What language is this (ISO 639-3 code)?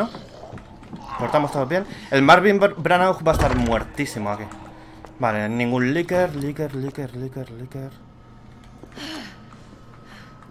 spa